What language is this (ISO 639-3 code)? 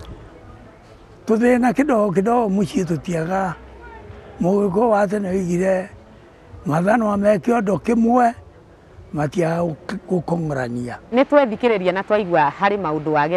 kik